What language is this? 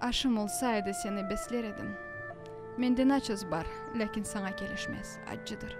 Crimean Tatar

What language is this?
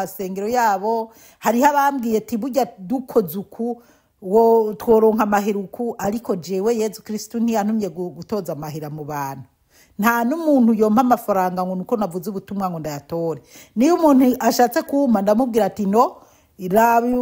Rundi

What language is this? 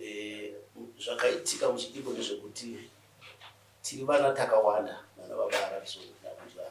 Shona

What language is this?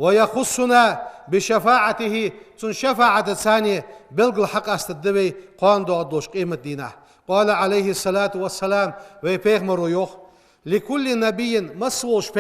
Ingush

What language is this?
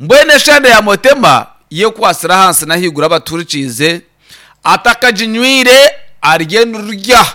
Nyankole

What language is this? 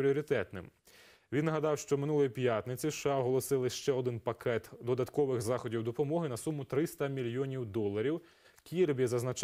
Ukrainian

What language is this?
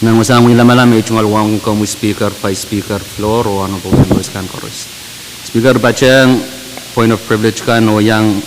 Pohnpeian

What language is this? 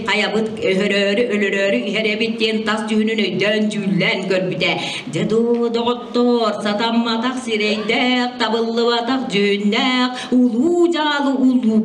Yakut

